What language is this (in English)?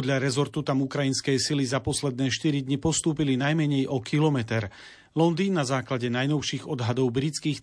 Slovak